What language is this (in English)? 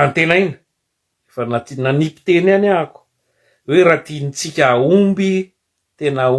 Malagasy